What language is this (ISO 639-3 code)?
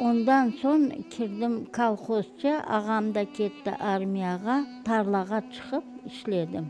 crh